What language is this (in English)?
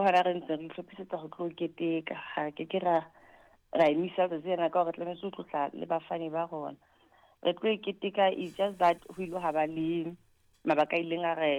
Southern Sotho